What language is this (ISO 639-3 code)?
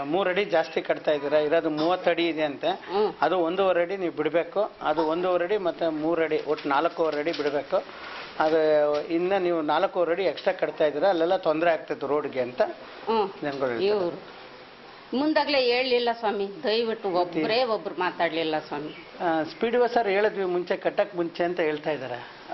kan